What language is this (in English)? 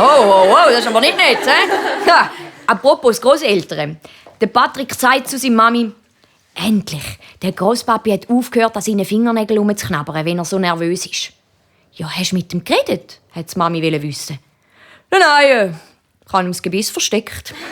Swiss German